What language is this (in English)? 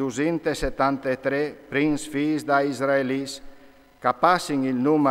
Friulian